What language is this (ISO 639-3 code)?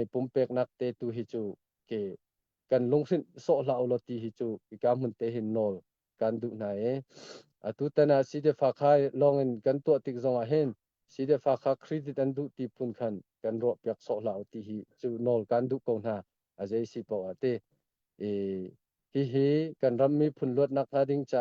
cnh